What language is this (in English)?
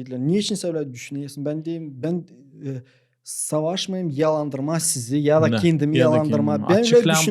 Gagauz